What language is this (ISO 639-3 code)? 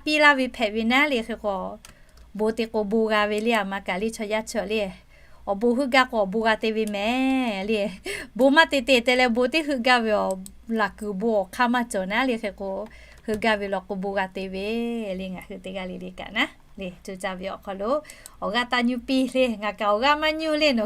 lhu